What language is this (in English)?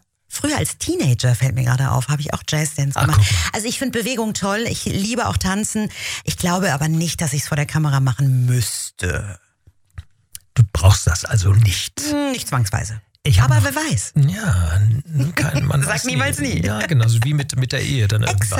German